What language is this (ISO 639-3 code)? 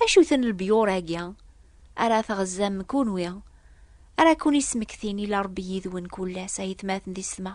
kab